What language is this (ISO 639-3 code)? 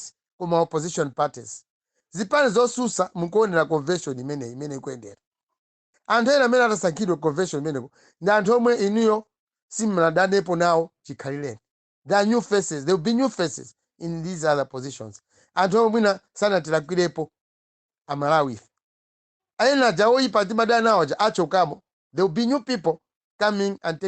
nya